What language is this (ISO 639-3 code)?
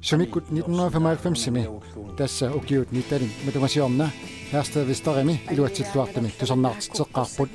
kal